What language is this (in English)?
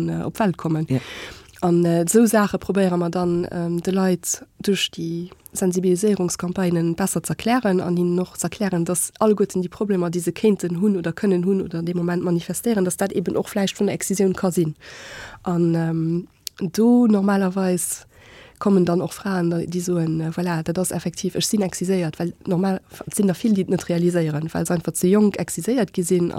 Luxembourgish